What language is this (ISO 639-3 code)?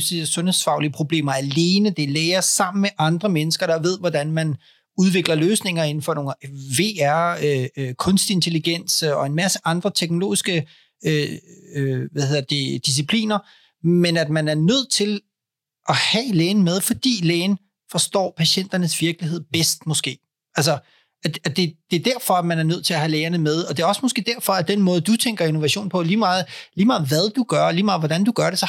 dan